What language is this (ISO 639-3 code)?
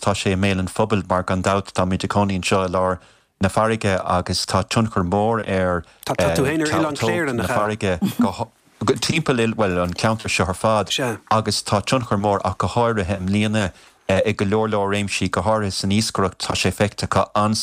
gle